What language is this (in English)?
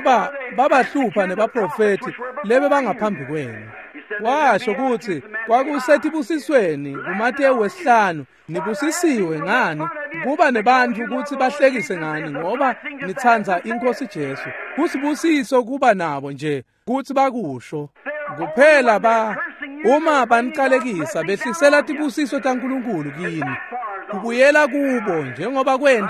Swati